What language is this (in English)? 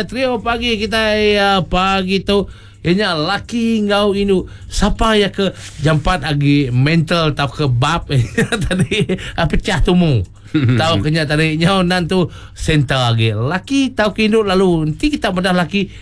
Iban